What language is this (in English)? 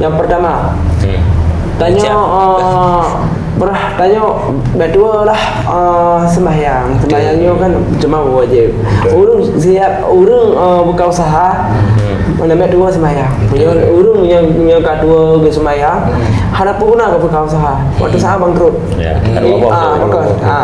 Achinese